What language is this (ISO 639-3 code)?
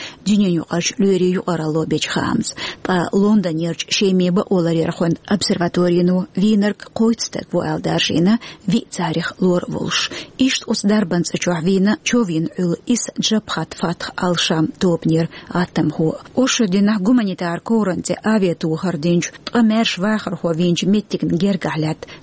che